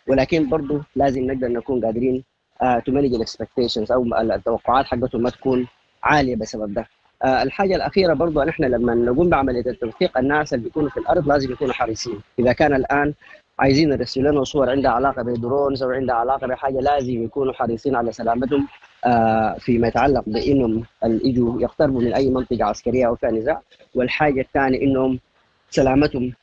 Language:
Sudanese Arabic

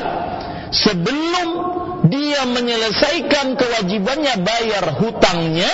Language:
Indonesian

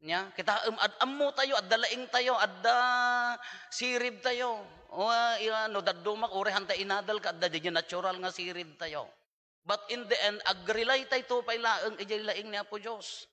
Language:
Iloko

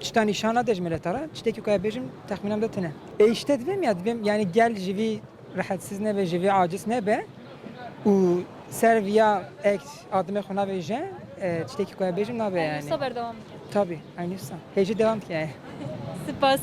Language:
Kurdish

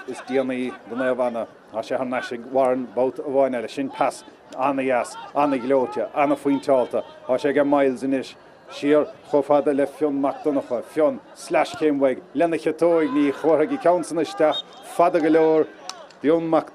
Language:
Irish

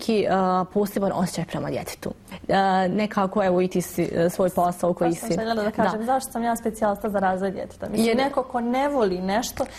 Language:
Bosnian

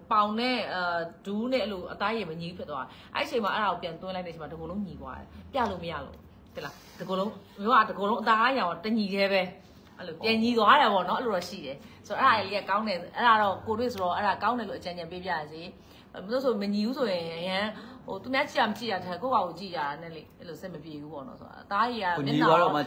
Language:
Burmese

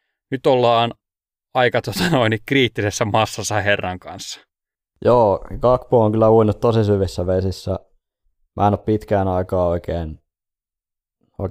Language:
Finnish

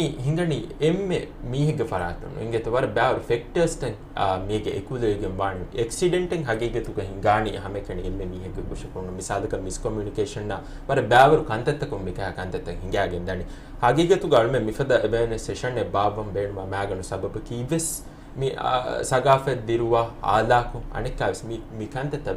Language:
Divehi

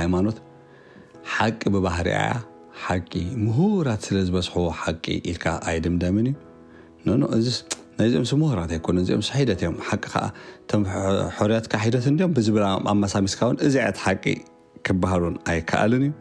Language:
Tigrinya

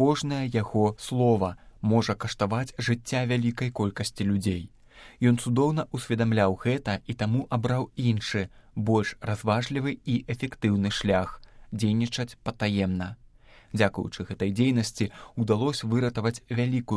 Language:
Belarusian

